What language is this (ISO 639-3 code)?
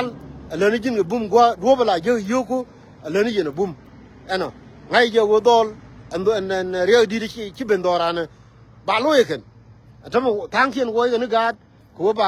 nus